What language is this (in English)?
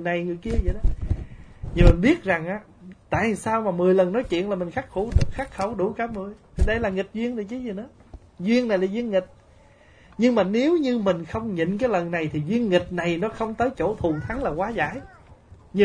Vietnamese